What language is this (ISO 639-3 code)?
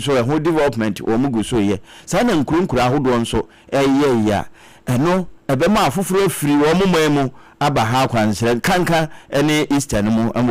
aka